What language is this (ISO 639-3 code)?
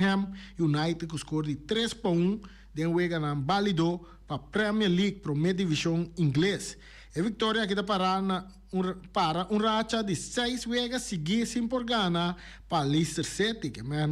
pap